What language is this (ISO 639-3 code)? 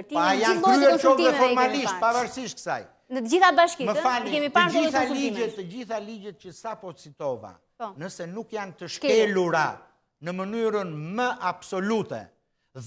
sqi